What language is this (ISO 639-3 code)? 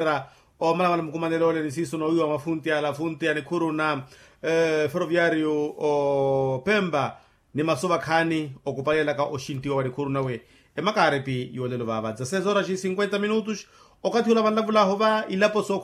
vmw